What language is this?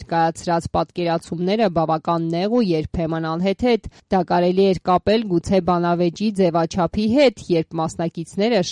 Armenian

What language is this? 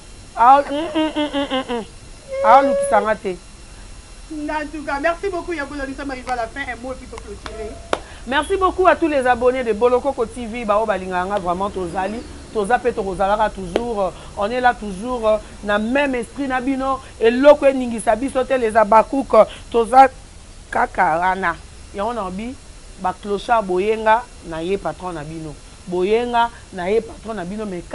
Lingala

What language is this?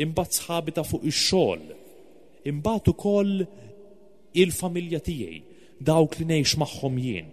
Maltese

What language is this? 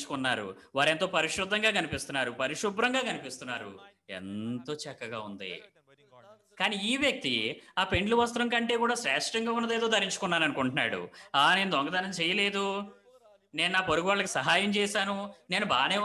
Telugu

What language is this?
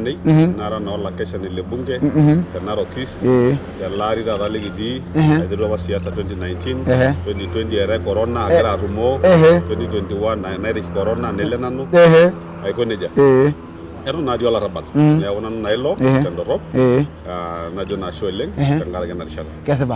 Masai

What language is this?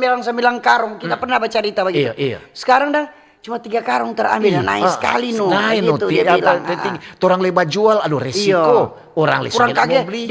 Manado Malay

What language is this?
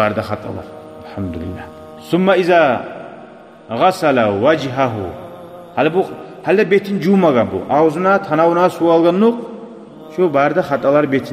Kumyk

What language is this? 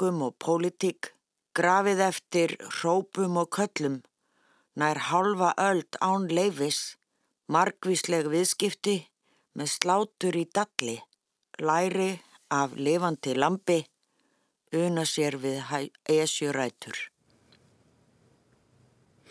Icelandic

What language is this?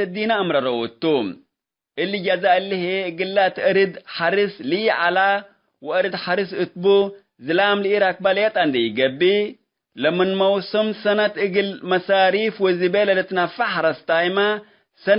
Tigre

